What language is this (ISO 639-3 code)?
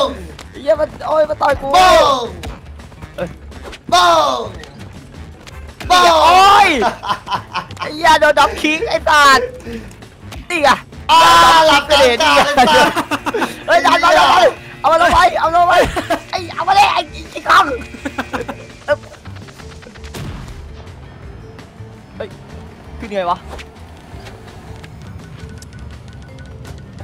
tha